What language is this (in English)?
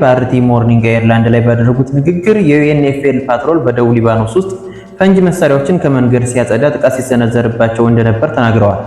Amharic